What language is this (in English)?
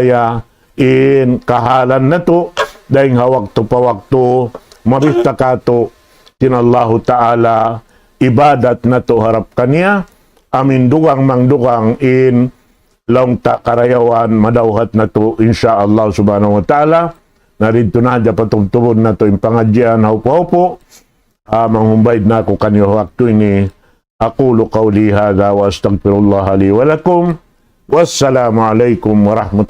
Tausug